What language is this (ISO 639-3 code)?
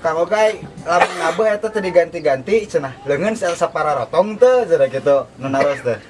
sun